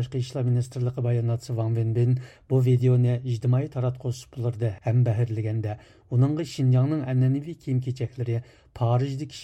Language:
Uyghur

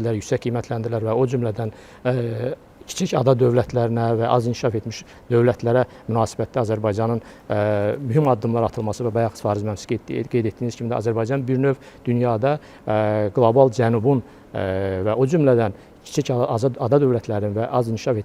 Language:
Azerbaijani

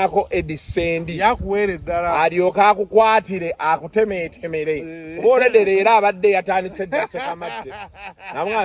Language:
Ganda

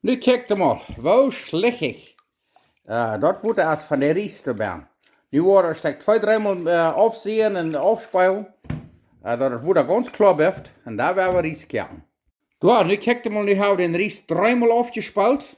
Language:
Plautdietsch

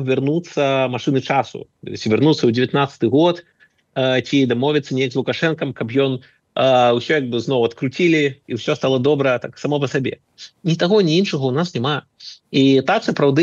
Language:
Belarusian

